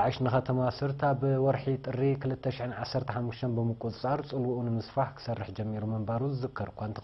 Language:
Tigrinya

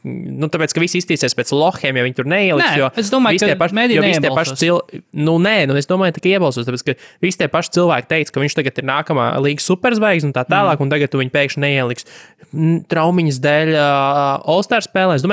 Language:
Latvian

